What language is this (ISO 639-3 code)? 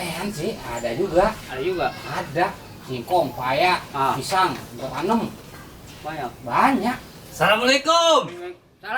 bew